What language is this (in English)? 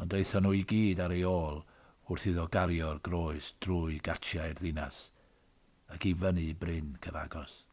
Welsh